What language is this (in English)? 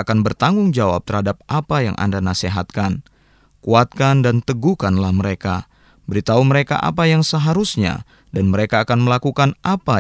Indonesian